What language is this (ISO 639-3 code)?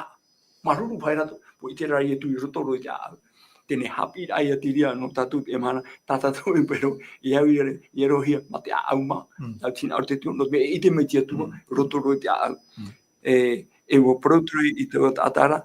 tah